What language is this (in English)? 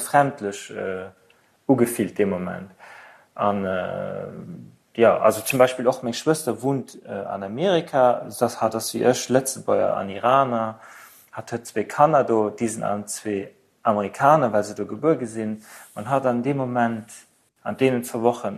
Luxembourgish